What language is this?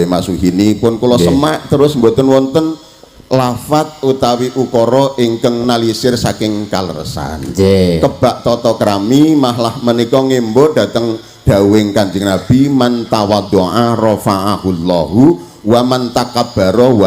Javanese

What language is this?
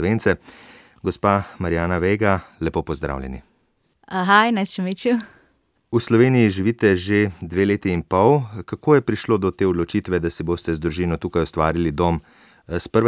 Slovenian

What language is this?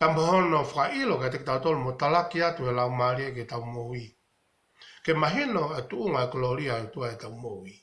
Tongan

